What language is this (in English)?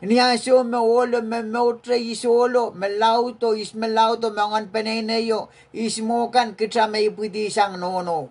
Pohnpeian